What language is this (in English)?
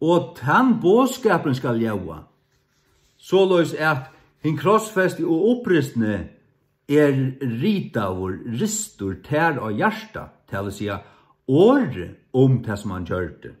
Faroese